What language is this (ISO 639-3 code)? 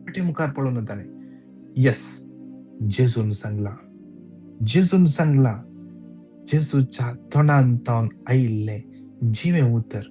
kok